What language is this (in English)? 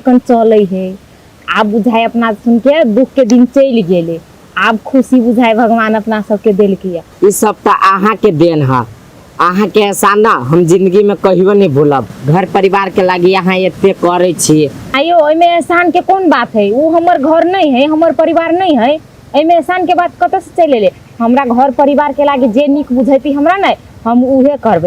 Maithili